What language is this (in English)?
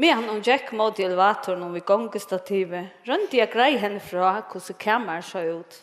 Faroese